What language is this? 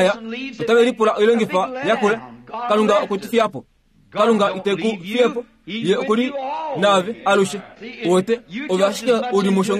Kuanyama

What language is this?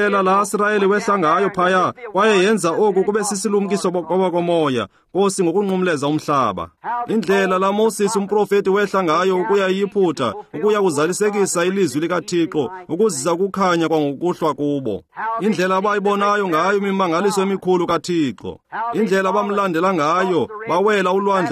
Xhosa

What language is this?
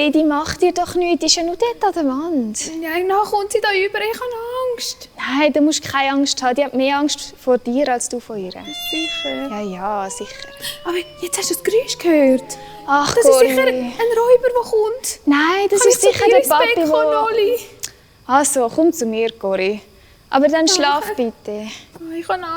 Swiss German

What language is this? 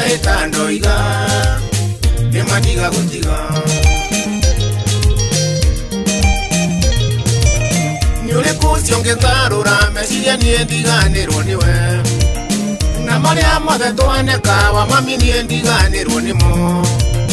Kikuyu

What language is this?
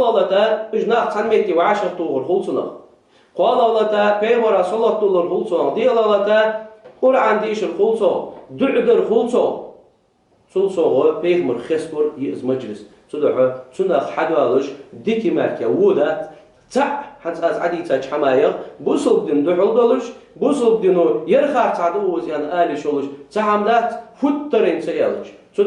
Ingush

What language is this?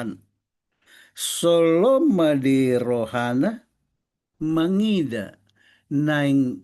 Batak Toba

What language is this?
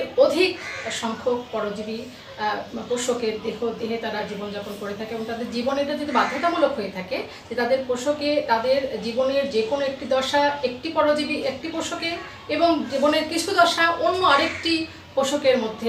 Bangla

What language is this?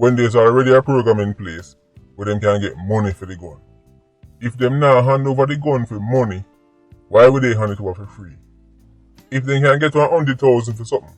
Jamaican Creole English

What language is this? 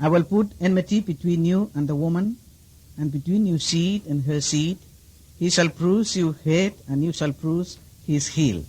Bislama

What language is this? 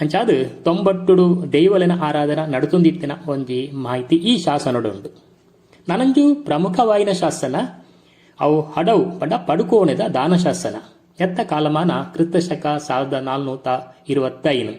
Tulu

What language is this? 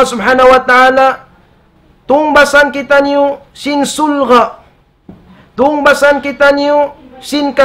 Tausug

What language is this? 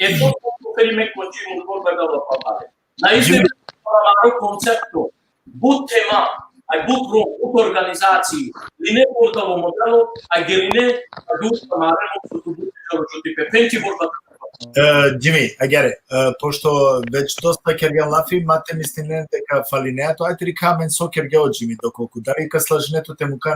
Balkan Romani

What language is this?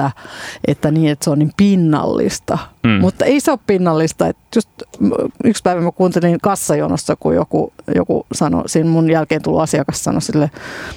Finnish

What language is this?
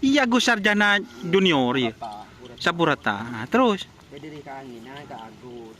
Madurese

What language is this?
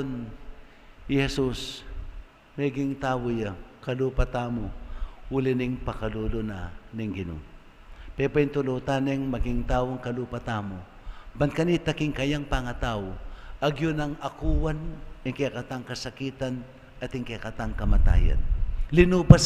Pampanga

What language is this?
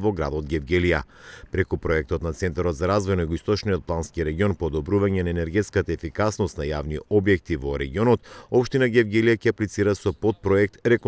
Macedonian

